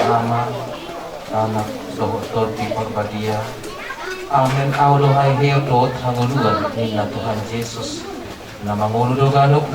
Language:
Batak Toba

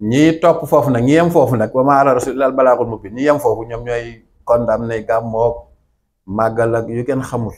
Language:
Wolof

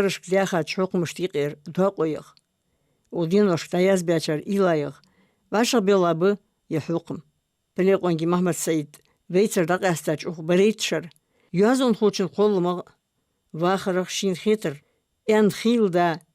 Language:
Ingush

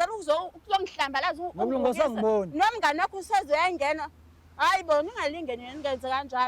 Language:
Zulu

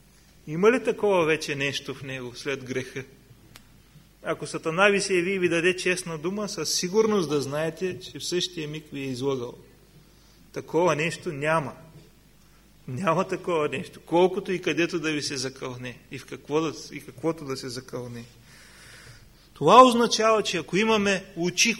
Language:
Bulgarian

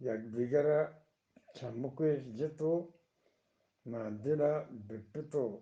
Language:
Eastern Balochi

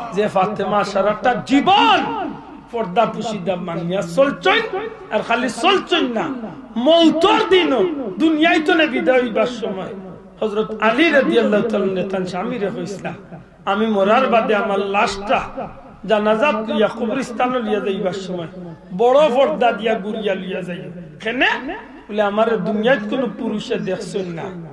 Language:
Sylheti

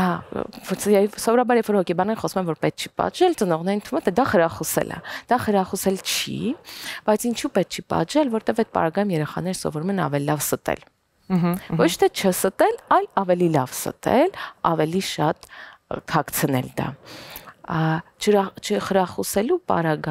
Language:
Armenian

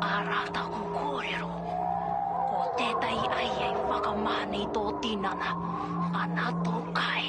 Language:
Māori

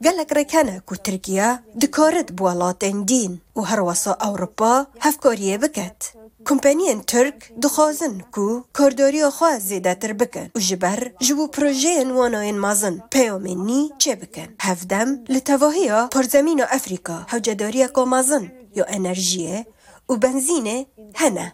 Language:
Kurdish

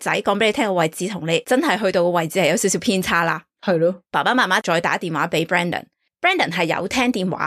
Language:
Cantonese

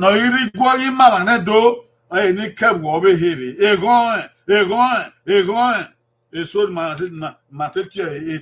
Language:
Bini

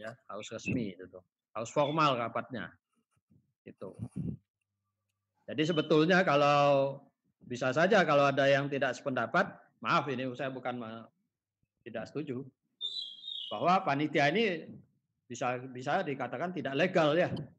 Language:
Indonesian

